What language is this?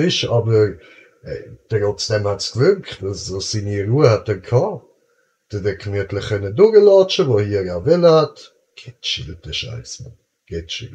Swiss German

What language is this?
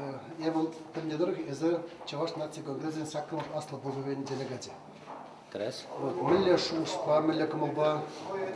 Chuvash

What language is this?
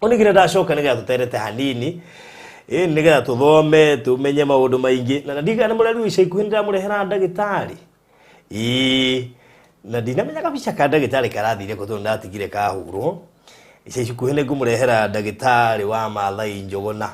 Kikuyu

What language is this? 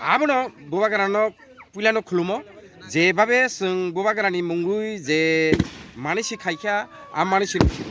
Kok Borok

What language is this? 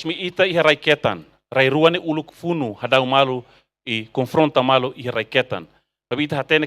Tetum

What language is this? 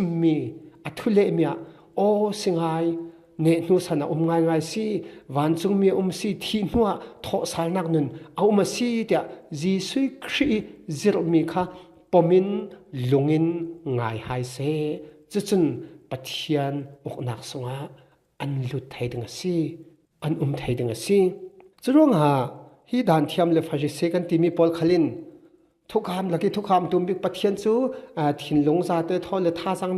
Falam Chin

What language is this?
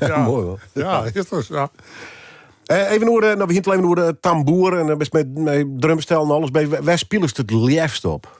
Western Frisian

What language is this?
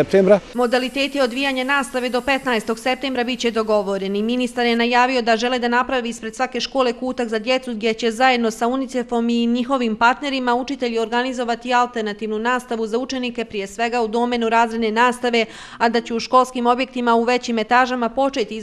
Bosnian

